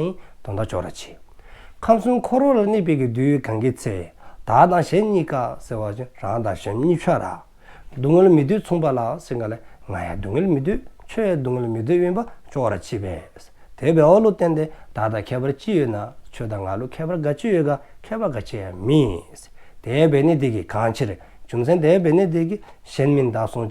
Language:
Dzongkha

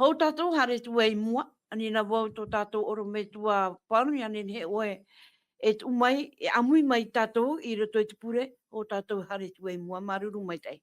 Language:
Tahitian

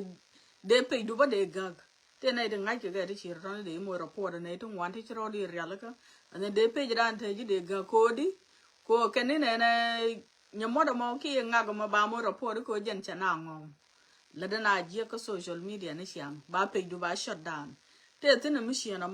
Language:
Nuer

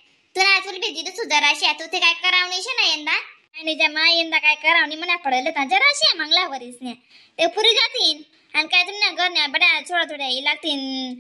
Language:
Khandesi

